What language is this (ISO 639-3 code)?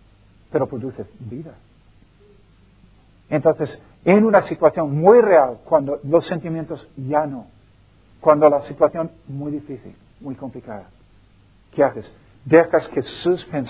spa